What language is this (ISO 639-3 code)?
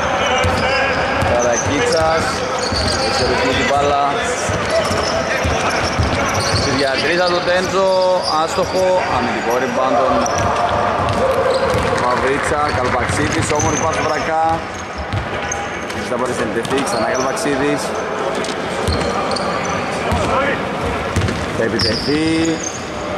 ell